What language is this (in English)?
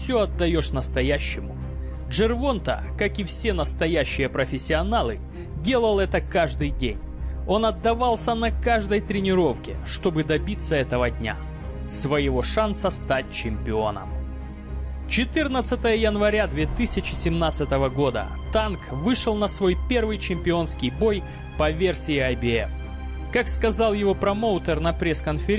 Russian